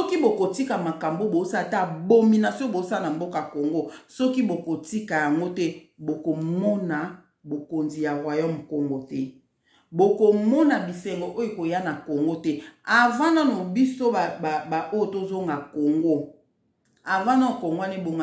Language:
Lingala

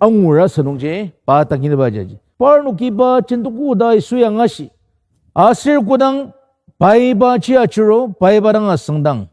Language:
Ao Naga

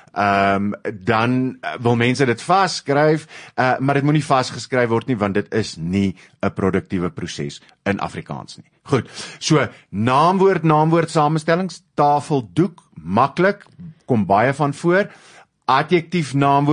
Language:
Afrikaans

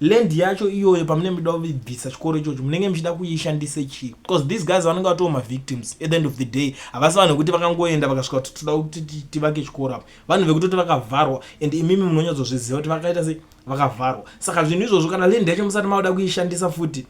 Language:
Shona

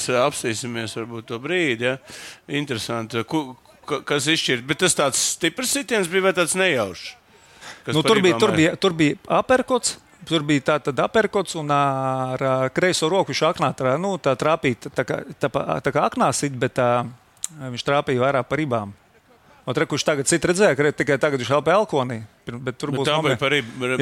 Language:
Latvian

